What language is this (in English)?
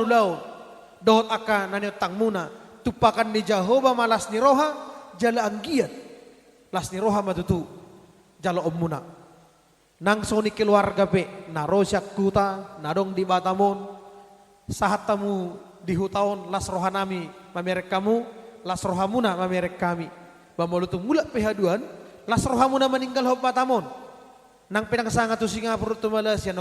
Batak Toba